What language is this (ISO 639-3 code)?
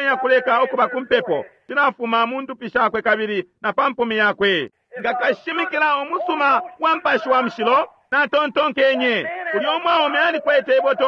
bem